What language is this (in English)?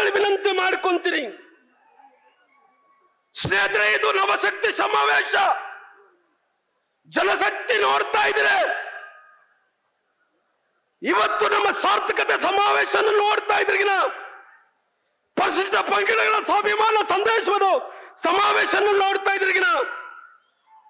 Kannada